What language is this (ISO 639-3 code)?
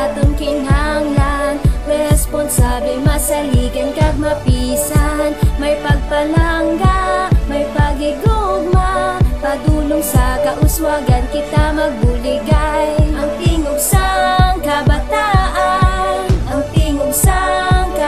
hil